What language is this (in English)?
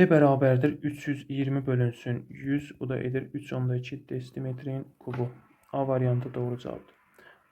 Azerbaijani